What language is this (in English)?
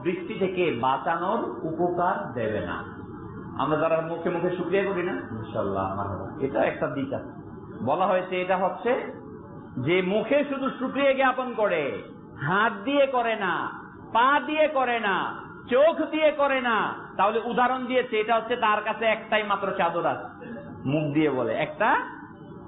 Bangla